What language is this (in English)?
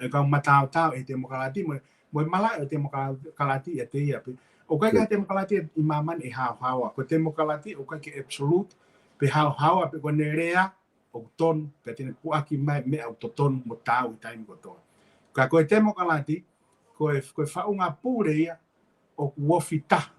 Tongan